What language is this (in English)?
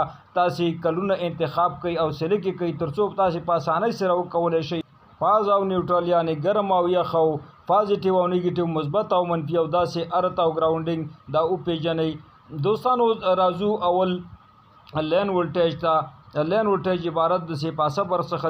Pashto